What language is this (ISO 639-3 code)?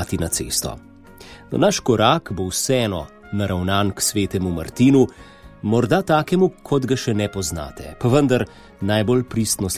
slv